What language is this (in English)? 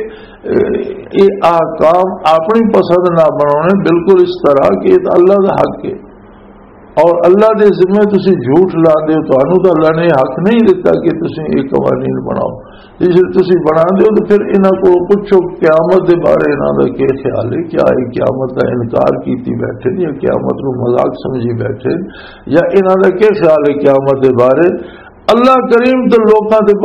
Western Panjabi